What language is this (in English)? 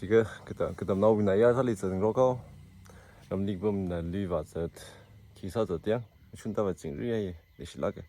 Tangkhul Naga (India)